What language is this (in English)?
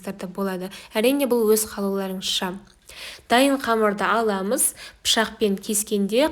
Kazakh